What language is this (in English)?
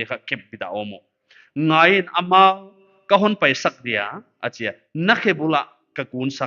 Paite Chin